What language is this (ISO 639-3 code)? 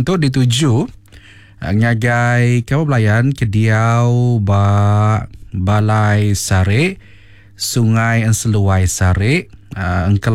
iba